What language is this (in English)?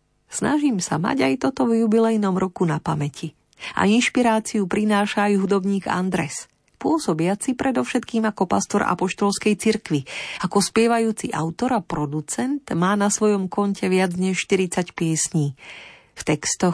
Slovak